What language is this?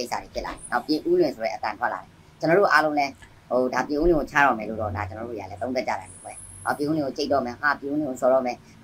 Burmese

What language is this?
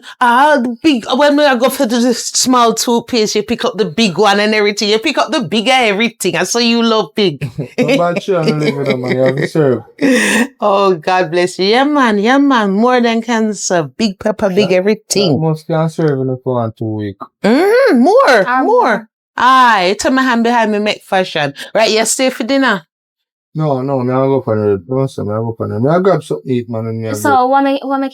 Jamaican Creole English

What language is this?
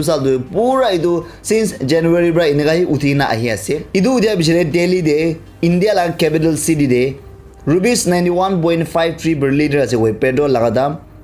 Naga Pidgin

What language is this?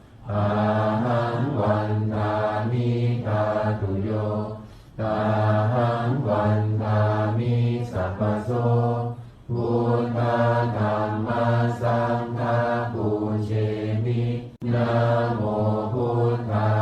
Pali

